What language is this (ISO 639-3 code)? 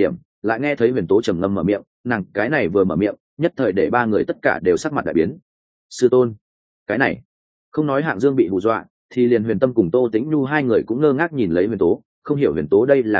vie